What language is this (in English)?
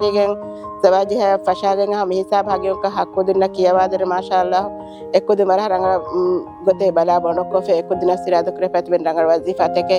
Divehi